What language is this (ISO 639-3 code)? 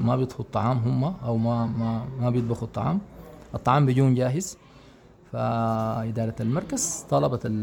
apd